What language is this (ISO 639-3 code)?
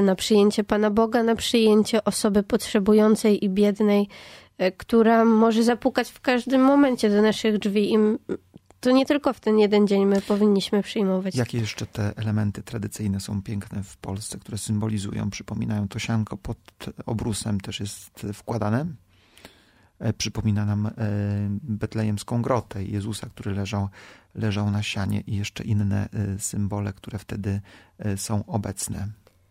pol